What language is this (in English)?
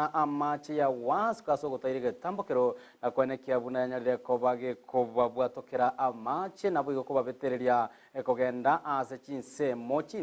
Gusii